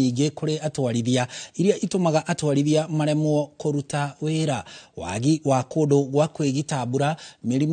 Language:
Kikuyu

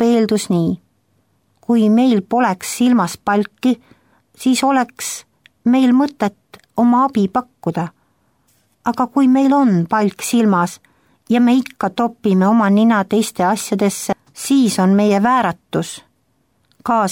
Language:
Estonian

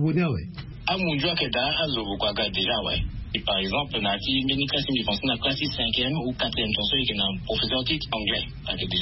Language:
Sango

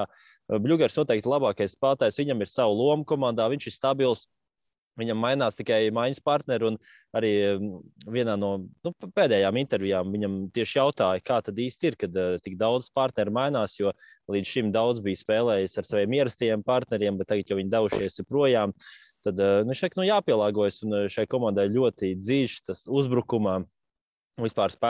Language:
Latvian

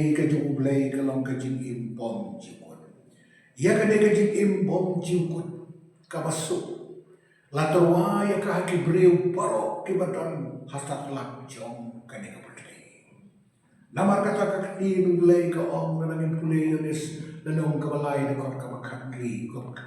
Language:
Khasi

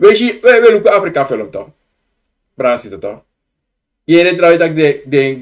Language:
Sranan Tongo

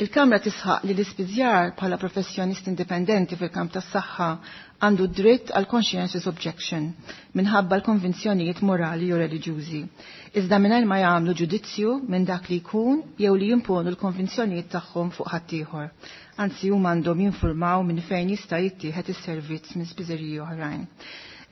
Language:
Maltese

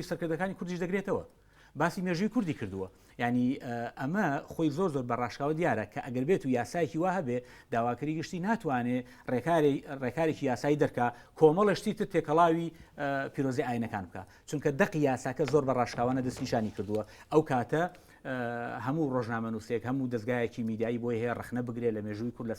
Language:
Central Kurdish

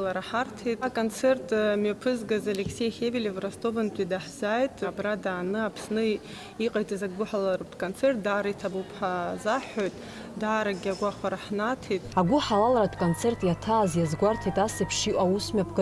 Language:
Abkhazian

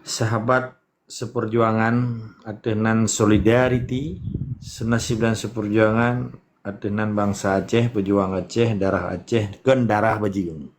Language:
Achinese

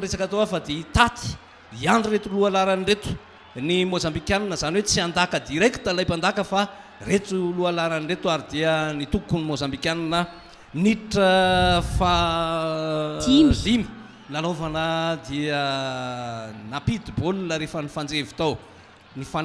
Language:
Malagasy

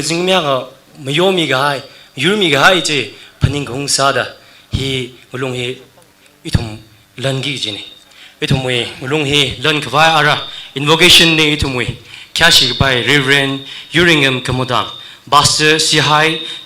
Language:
Tangkhul Naga (India)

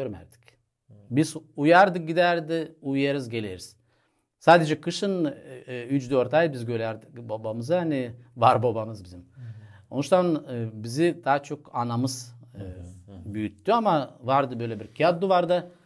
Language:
Gagauz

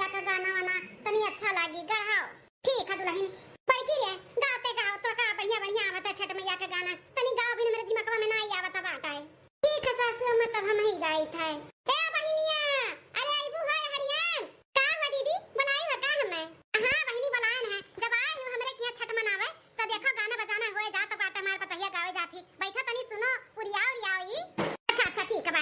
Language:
Awadhi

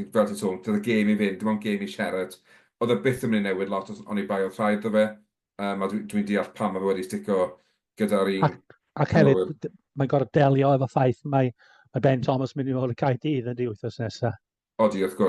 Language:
Welsh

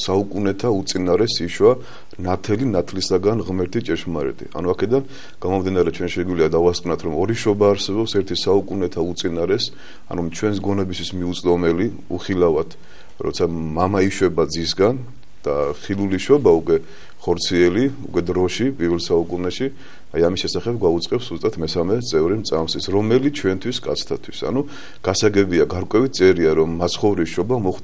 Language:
Georgian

